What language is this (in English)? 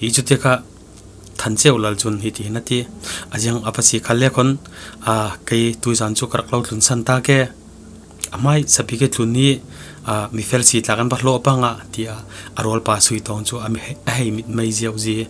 Falam Chin